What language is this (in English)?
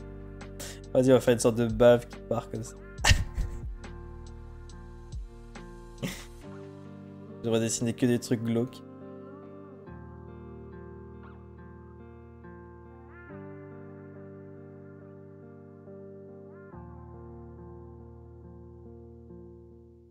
French